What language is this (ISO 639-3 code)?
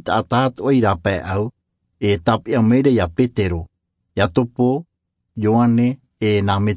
tah